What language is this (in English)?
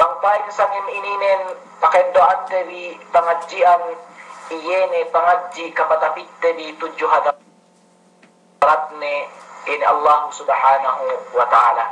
Yakan